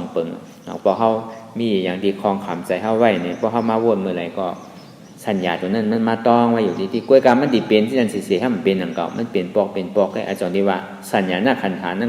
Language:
Shan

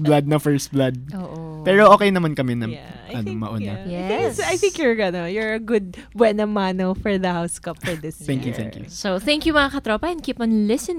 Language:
Filipino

